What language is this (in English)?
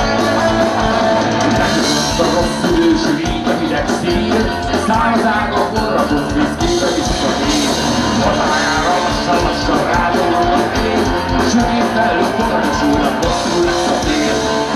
Hungarian